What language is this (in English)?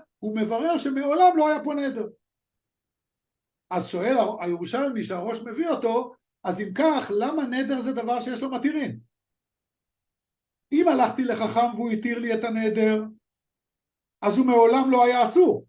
Hebrew